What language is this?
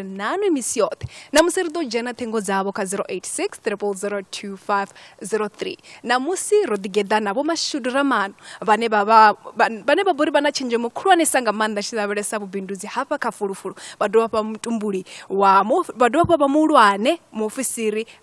Venda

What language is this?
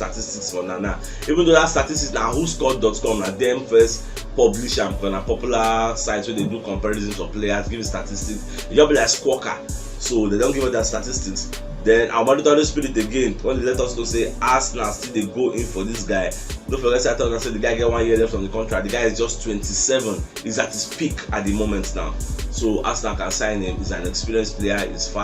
Nigerian Pidgin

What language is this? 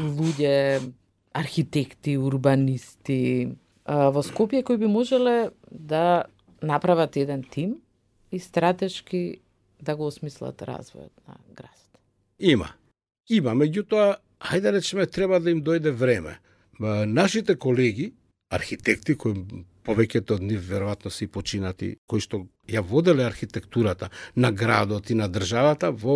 Macedonian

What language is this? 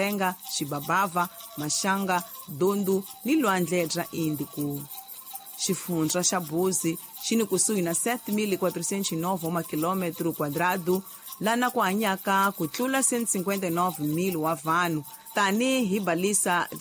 Tsonga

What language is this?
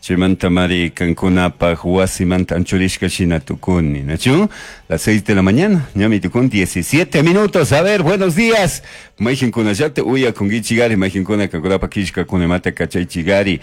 Chimborazo Highland Quichua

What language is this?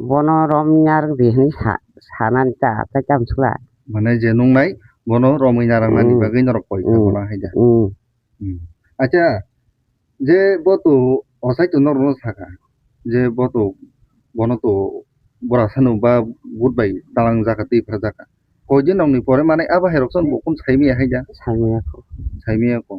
Kok Borok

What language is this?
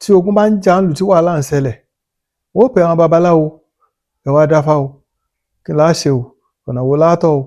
Yoruba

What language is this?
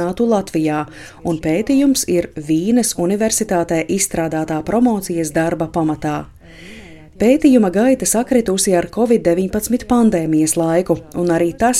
Latvian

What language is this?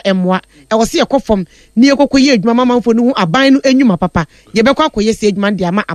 Akan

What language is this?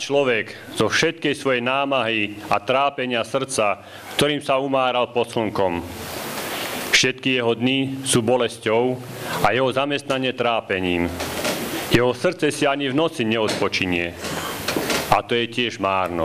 Slovak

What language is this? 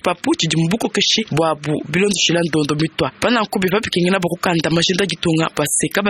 Luba-Lulua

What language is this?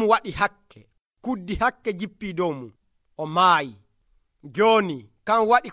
Nigerian Fulfulde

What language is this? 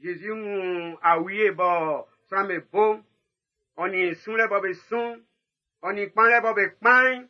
Baoulé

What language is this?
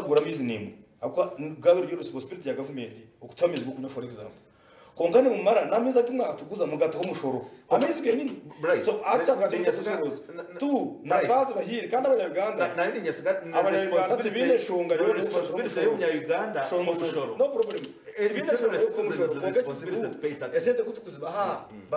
Nyankole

